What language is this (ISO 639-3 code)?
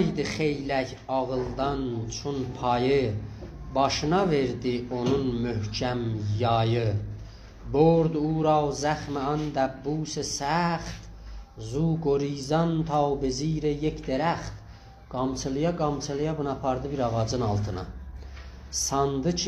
azb